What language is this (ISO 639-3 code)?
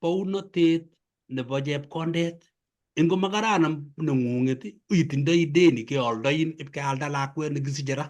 kln